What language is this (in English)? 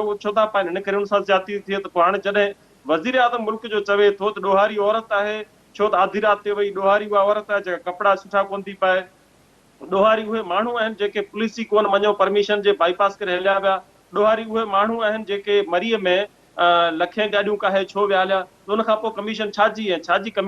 Sindhi